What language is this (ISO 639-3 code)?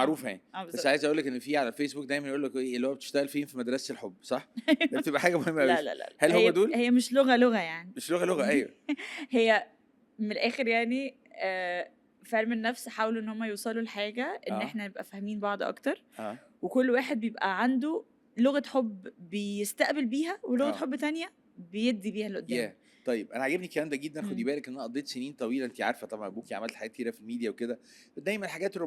arz